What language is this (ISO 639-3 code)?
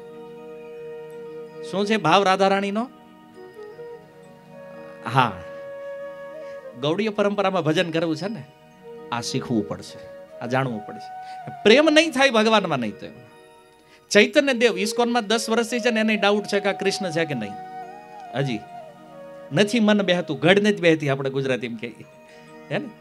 guj